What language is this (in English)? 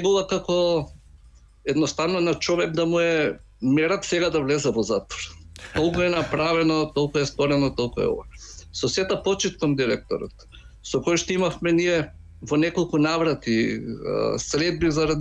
Macedonian